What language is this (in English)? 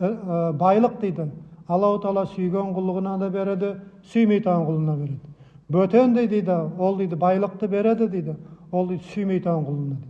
Nogai